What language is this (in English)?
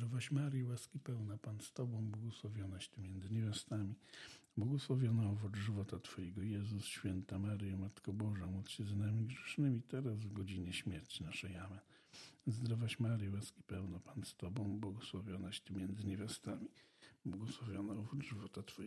Polish